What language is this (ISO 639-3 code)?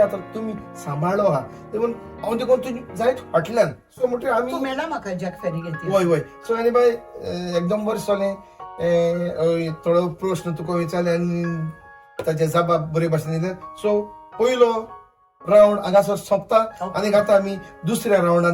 kok